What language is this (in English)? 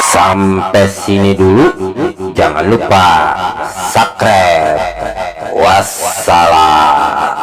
Betawi